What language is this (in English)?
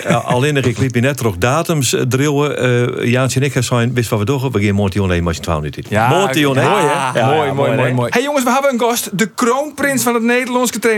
Western Frisian